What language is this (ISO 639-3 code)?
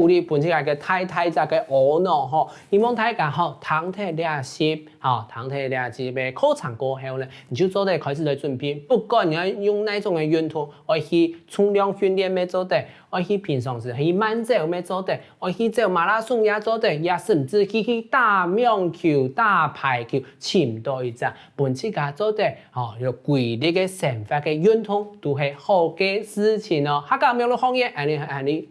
hak